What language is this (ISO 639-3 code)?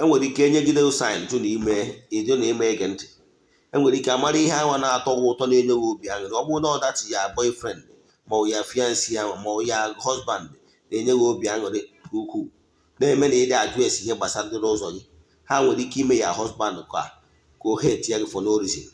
ibo